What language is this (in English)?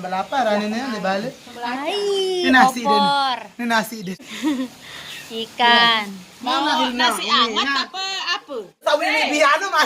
Sasak